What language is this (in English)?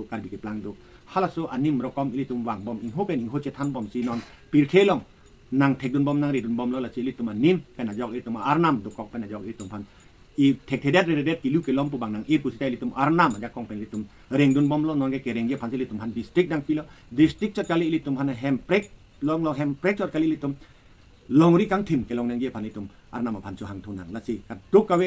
Karbi